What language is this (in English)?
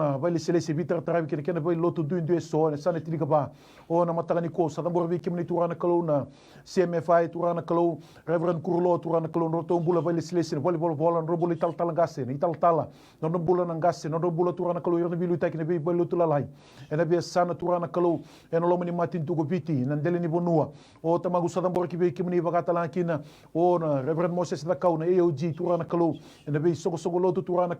Fijian